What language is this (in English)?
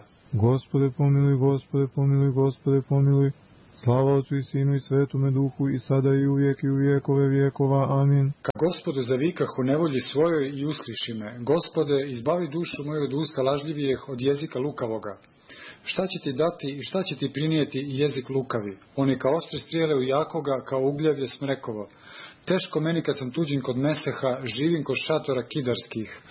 Serbian